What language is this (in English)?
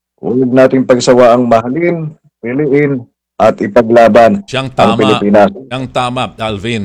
Filipino